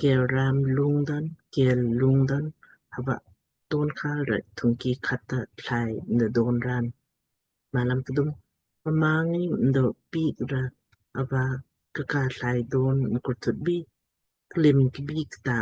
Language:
Lamkang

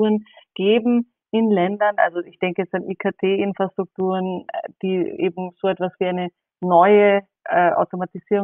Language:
German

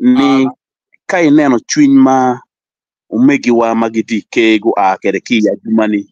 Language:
Acoli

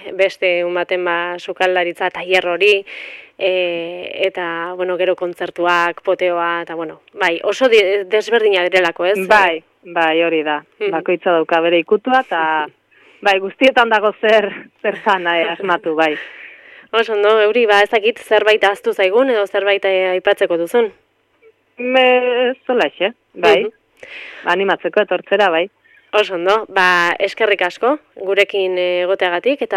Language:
Basque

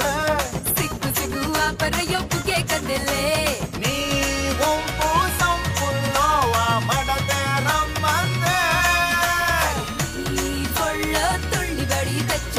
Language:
Telugu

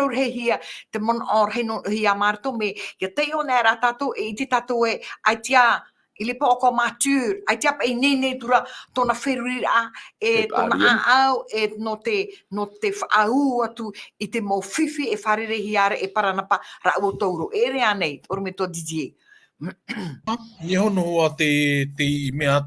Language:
Tahitian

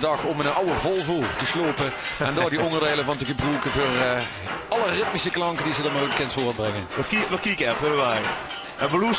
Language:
Limburgish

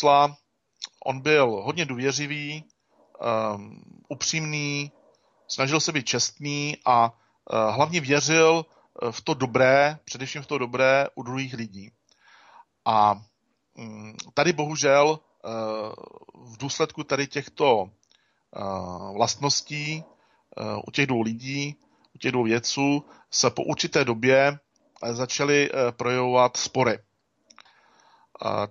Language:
Czech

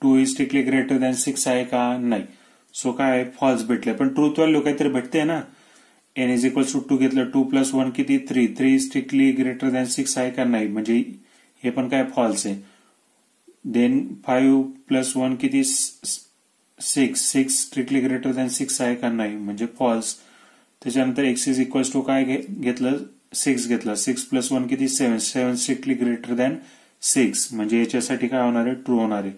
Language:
Marathi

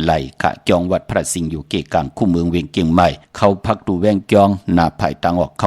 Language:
Shan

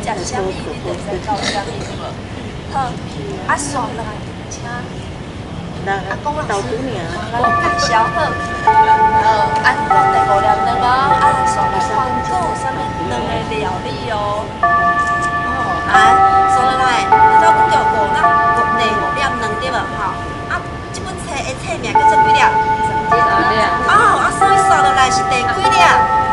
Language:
Min Nan Chinese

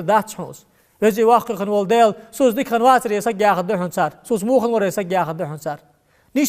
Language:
Ingush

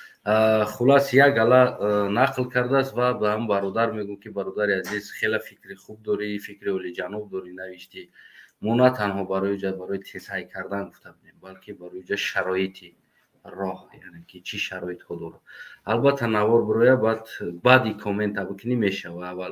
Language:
Tajik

